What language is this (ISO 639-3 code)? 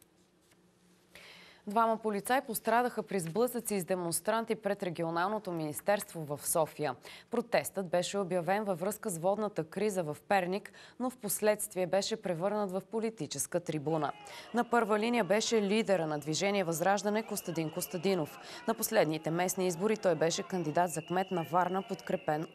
bul